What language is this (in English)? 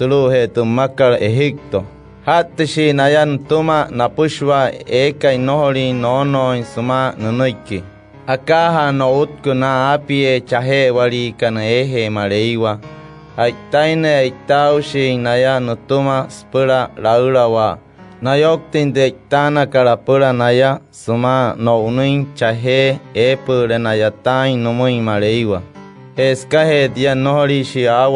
Wayuu